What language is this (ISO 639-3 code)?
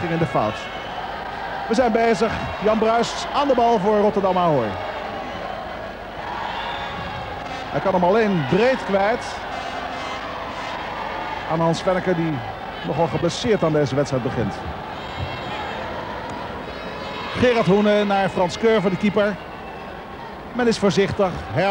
nld